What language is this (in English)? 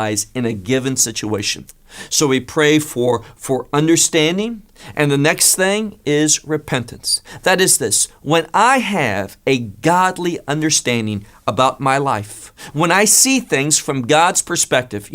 English